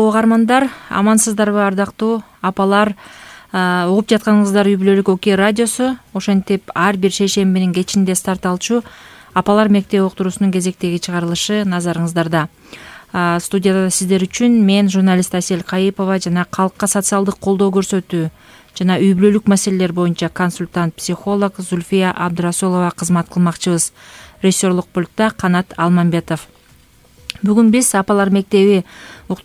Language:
Kyrgyz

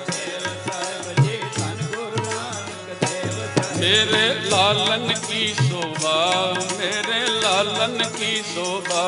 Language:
Punjabi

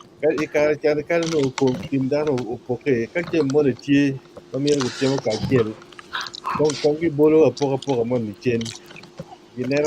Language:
Acoli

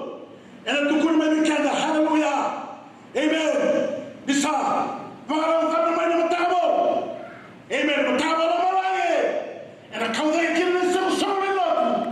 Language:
Fijian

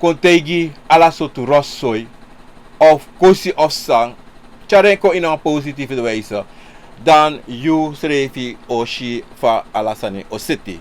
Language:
Sranan Tongo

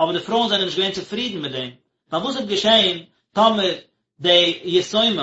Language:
Yiddish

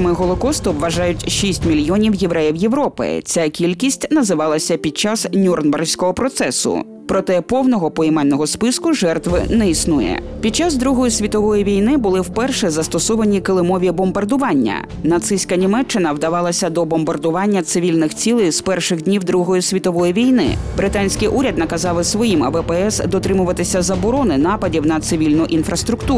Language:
Ukrainian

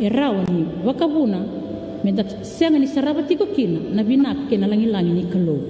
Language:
Fijian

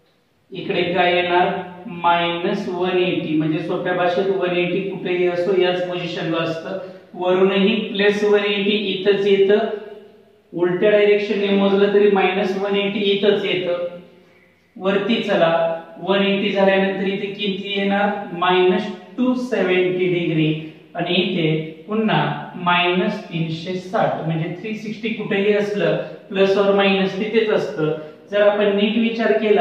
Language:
Marathi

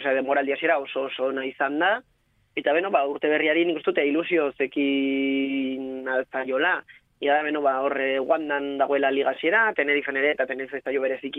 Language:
Basque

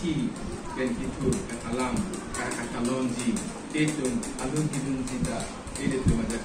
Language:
Karbi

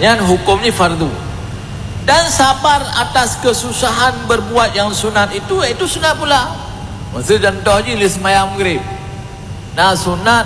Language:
Achinese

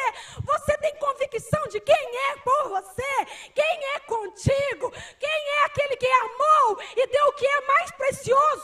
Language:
Portuguese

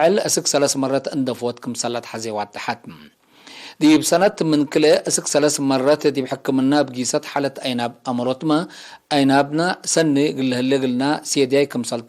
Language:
Tigre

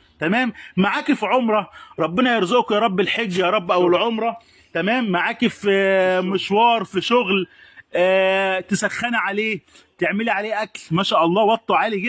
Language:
Egyptian Arabic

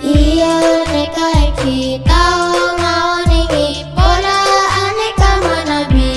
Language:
Madurese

